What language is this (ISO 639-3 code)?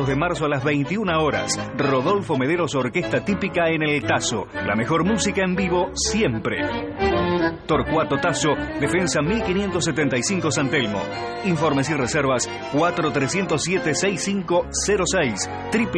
spa